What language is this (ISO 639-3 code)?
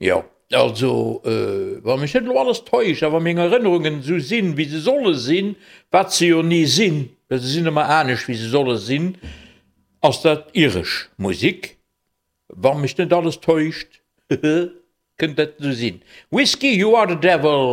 ltz